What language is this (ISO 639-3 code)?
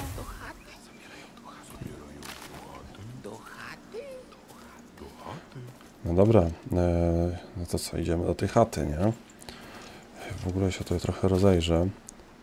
pol